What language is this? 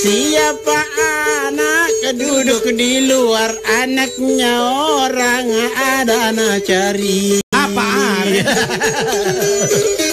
Makasar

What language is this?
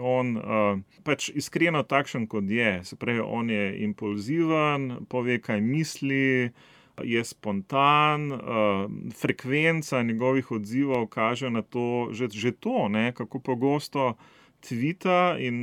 Slovenian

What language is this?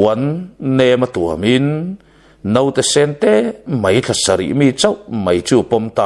Mizo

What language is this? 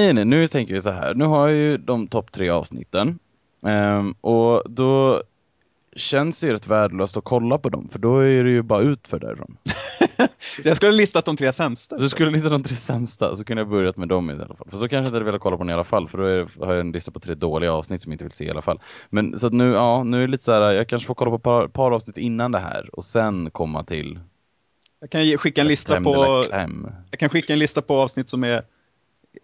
Swedish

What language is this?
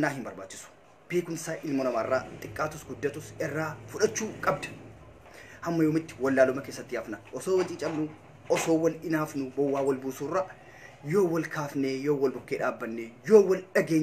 Oromo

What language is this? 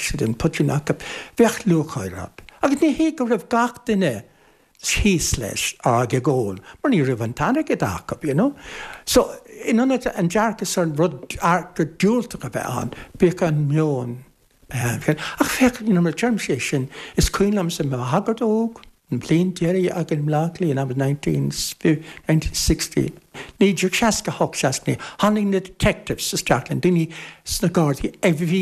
Irish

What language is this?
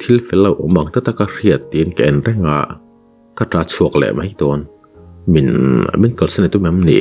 Mizo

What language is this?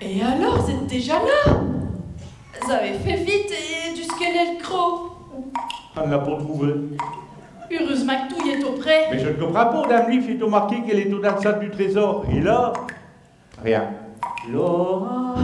Picard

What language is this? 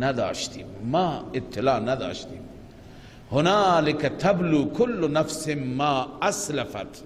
Persian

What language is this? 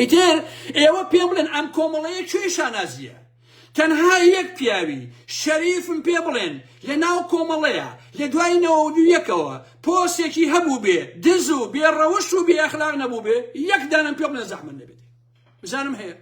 Central Kurdish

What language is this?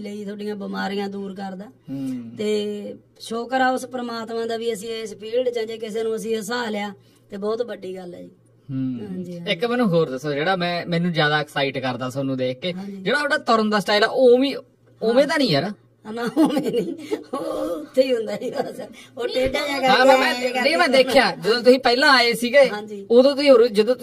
Punjabi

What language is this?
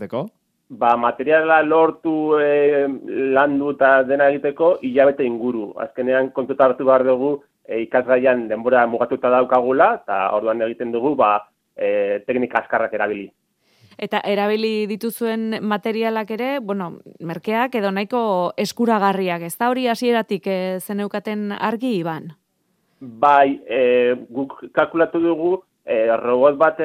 Basque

